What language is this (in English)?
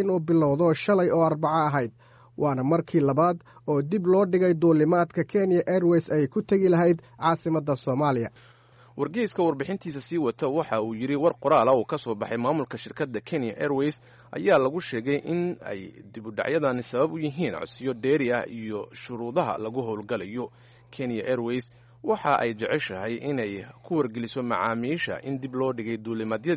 Somali